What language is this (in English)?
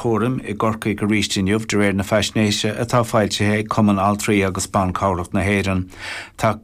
Irish